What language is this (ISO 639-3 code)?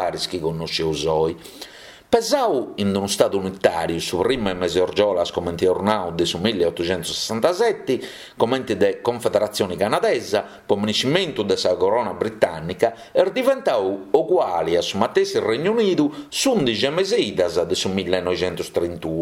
srd